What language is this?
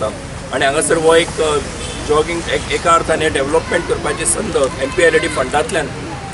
Konkani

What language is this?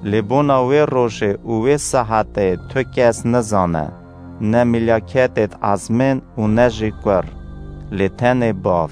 Kurdish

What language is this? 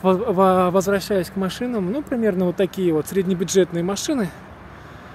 Russian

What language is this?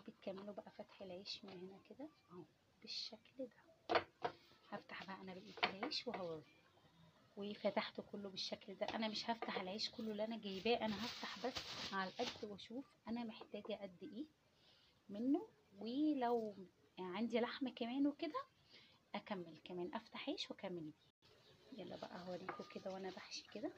Egyptian Arabic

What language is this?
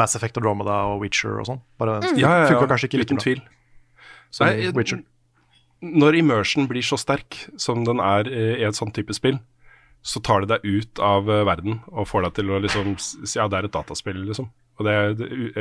Norwegian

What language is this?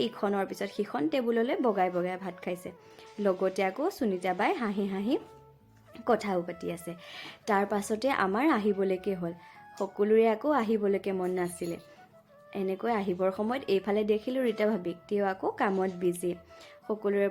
Assamese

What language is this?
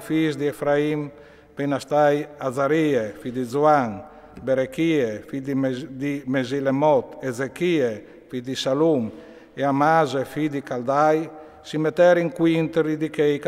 Friulian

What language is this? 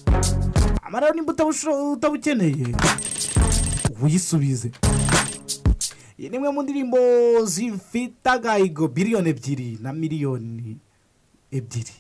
Kinyarwanda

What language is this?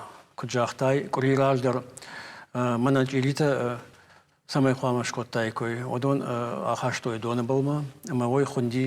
Ossetic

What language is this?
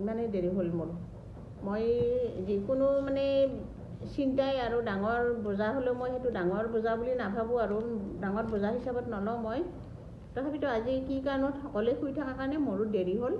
Assamese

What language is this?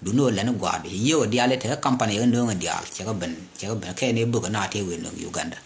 Nuer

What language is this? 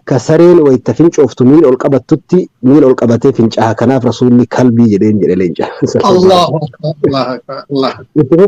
Oromo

